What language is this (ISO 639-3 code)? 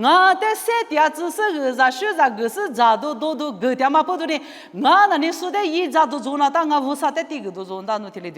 lis